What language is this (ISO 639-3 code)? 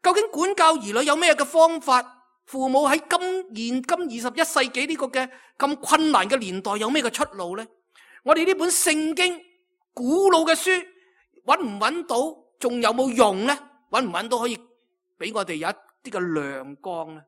yue